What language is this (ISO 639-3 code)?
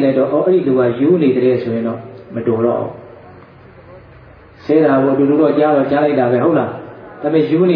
mya